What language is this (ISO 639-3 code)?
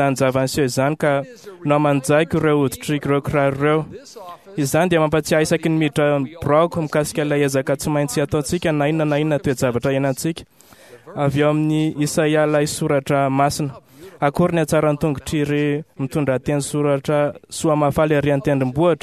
mlg